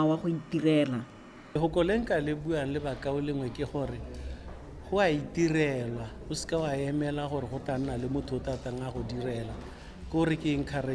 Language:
Tswana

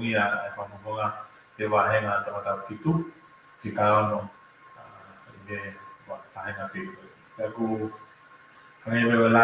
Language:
Tongan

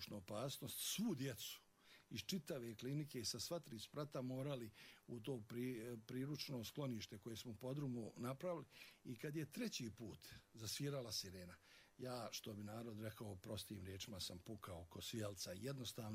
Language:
Bosnian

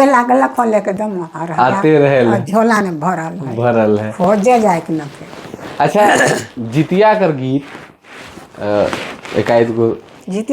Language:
Sadri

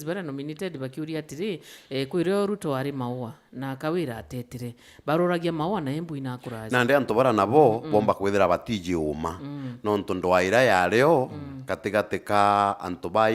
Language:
Meru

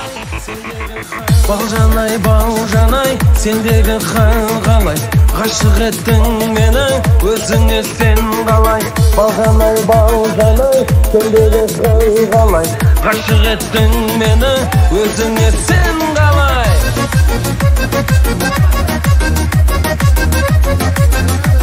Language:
Kazakh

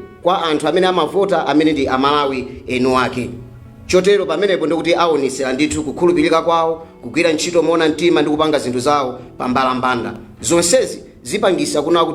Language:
Nyanja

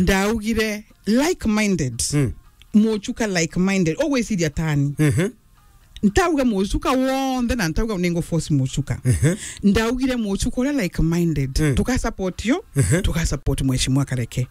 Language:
Meru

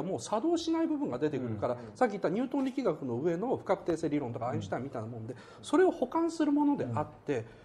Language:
Japanese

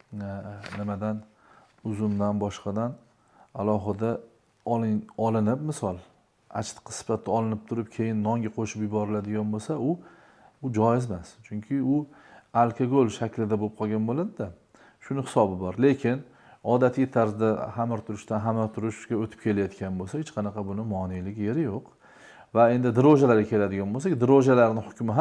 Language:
Uzbek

